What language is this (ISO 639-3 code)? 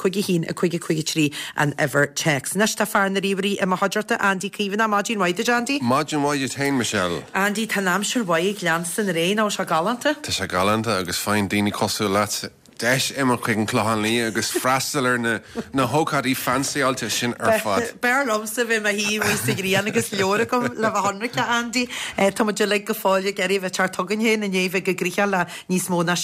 gle